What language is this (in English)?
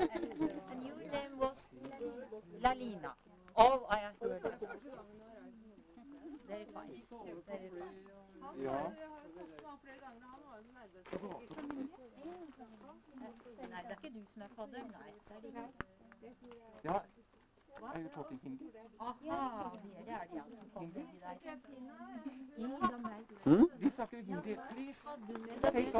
Norwegian